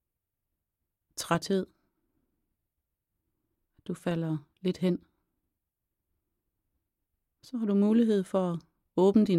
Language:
Danish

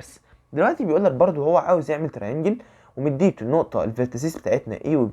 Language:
Egyptian Arabic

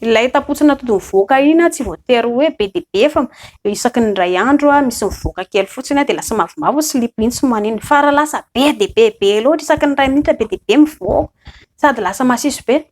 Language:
Malagasy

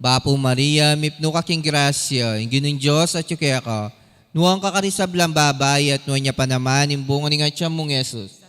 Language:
Pampanga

